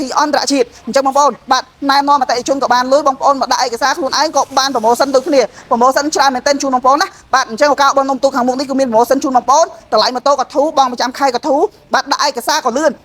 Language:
Khmer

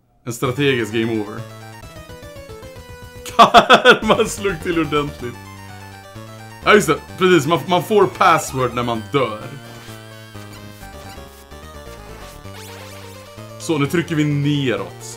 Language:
Swedish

